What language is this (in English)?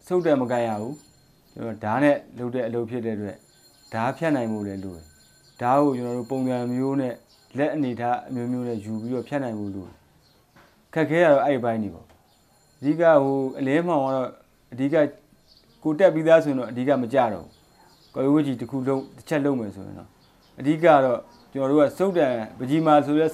Burmese